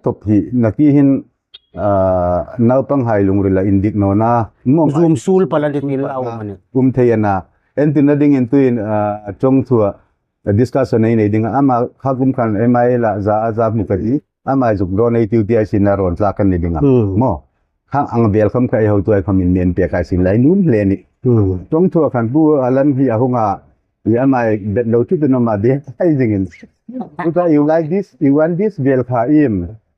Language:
Hmar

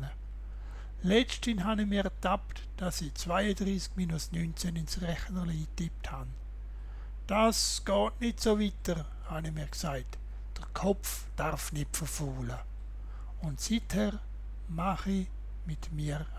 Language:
Swiss German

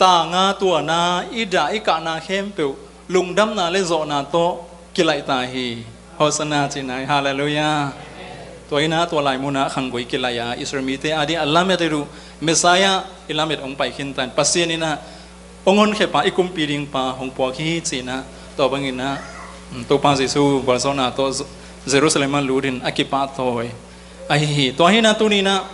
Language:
Tedim Chin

